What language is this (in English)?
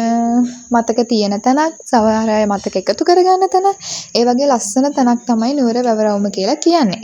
Sinhala